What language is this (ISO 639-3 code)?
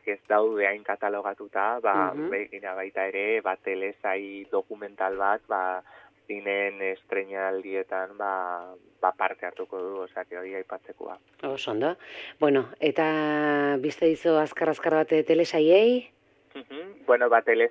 eus